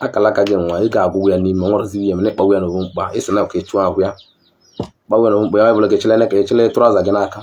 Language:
Igbo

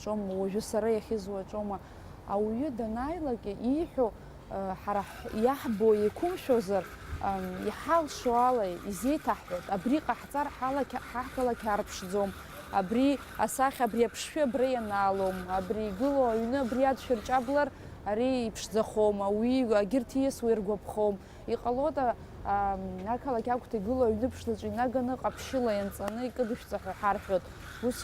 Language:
Abkhazian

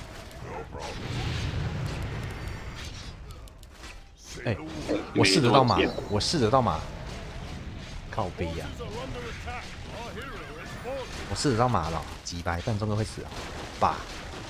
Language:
Chinese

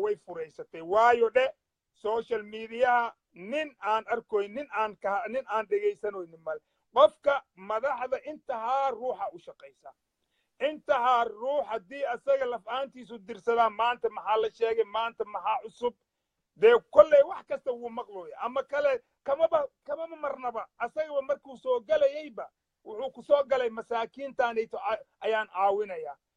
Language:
Somali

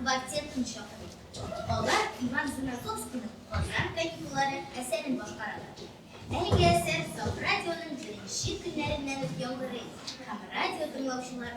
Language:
Tatar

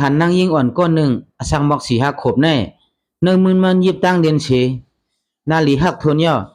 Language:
Shan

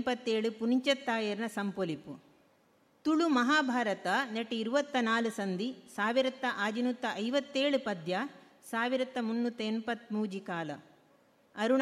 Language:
Tulu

